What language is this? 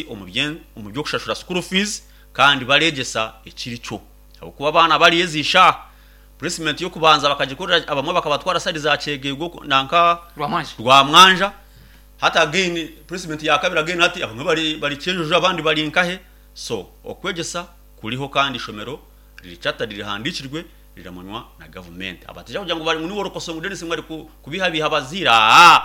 Nyankole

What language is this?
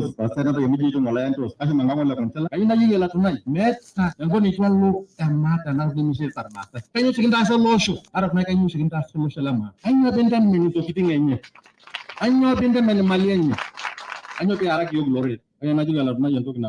Masai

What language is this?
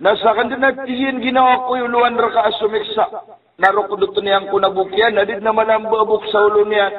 Maranao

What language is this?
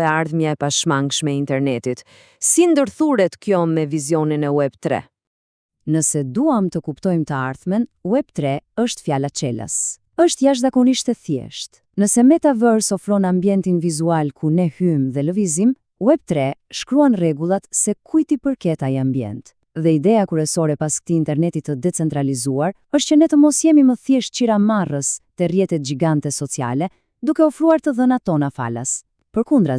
Albanian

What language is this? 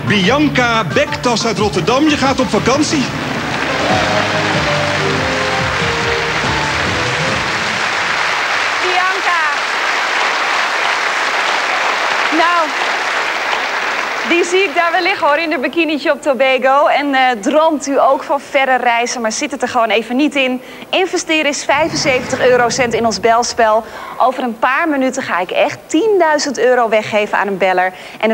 Dutch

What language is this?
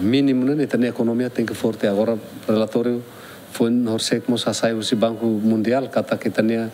Tetum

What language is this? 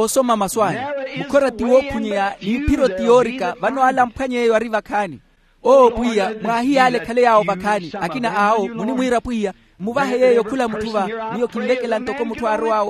Makhuwa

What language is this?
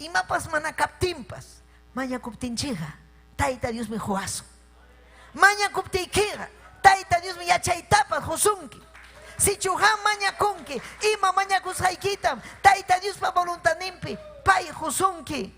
Ayacucho Quechua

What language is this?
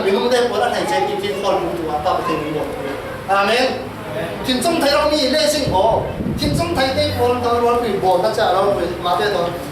Falam Chin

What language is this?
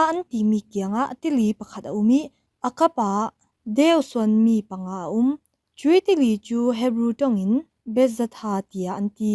Falam Chin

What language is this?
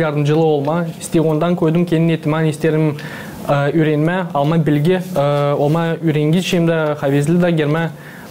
Gagauz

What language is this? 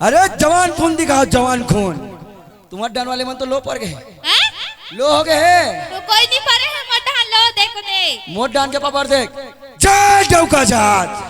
Chhattisgarhi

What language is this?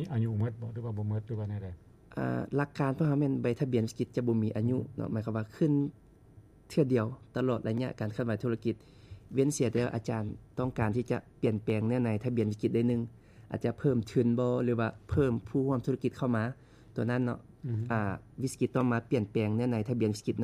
Lao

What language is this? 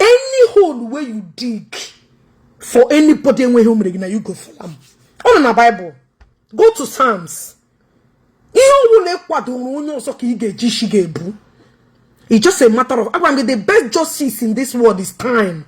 Igbo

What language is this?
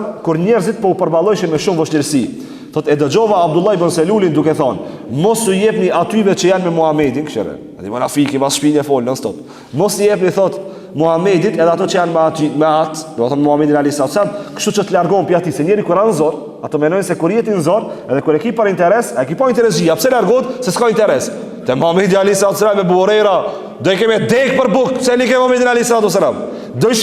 Albanian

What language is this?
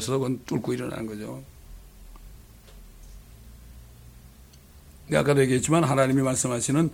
Korean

